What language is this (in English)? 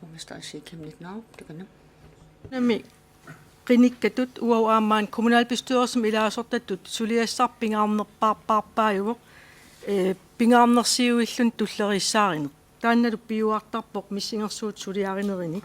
Kalaallisut